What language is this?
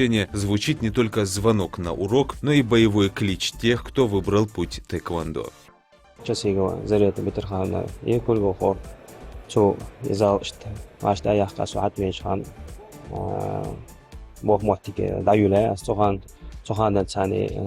Ingush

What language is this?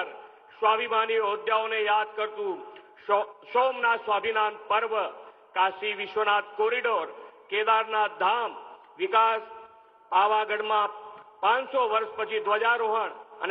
Gujarati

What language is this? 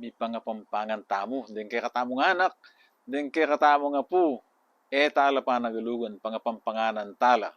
Pampanga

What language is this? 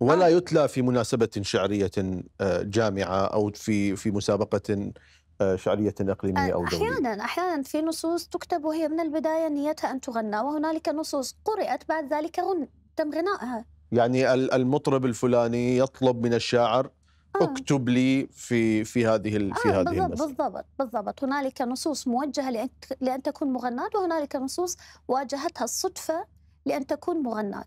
Mesopotamian Arabic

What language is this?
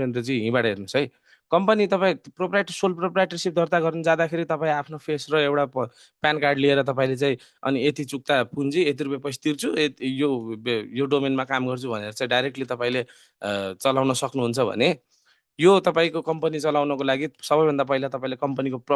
Nepali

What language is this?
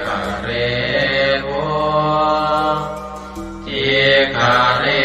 Pali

